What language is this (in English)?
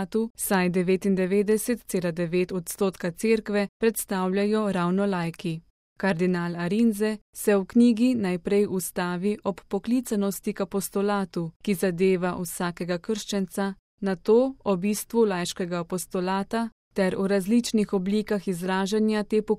Slovenian